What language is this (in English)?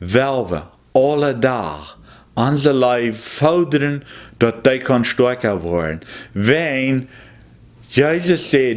Plautdietsch